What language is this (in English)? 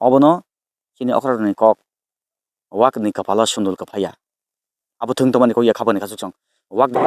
Kok Borok